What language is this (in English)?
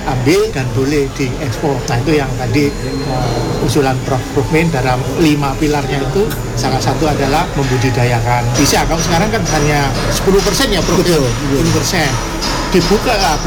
Indonesian